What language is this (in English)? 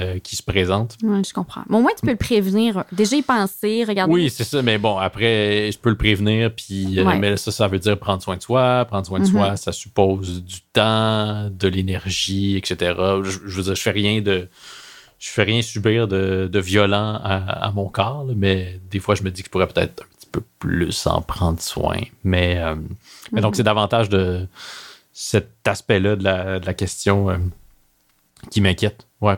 French